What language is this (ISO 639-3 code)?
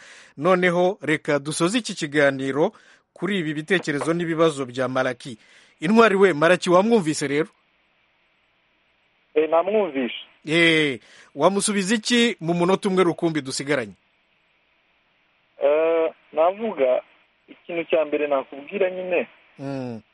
kin